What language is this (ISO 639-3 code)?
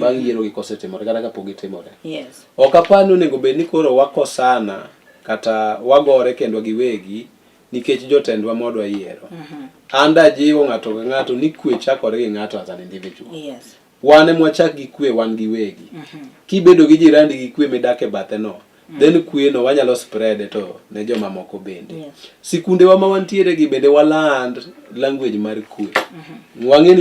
luo